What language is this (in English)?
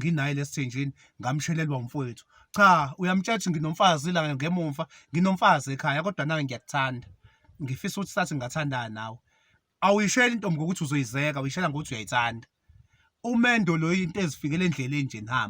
Zulu